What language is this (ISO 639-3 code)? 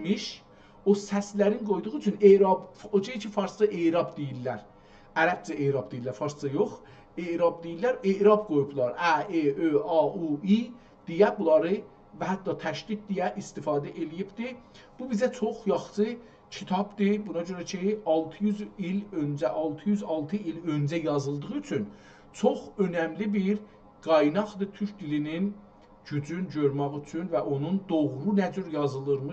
azb